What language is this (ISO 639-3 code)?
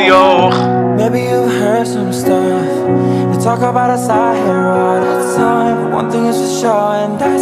yid